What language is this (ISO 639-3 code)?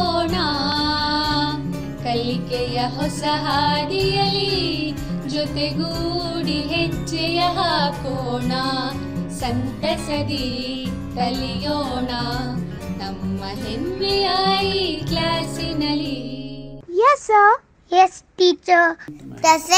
mar